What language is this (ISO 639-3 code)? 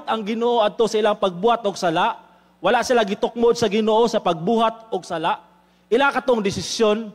ceb